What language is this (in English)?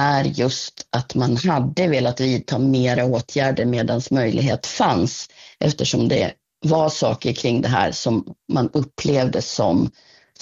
Swedish